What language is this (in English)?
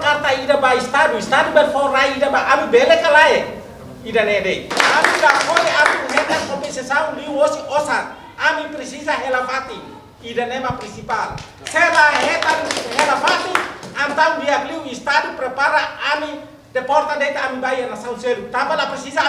Tetum